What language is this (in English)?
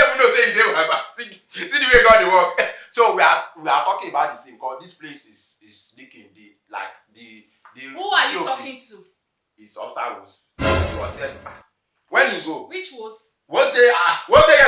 Nigerian Pidgin